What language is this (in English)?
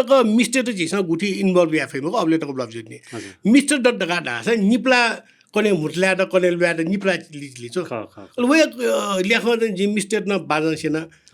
Newari